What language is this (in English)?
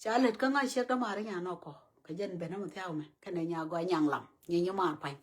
Nuer